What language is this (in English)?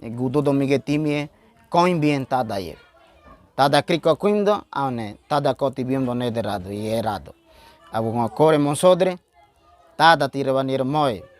Ngäbere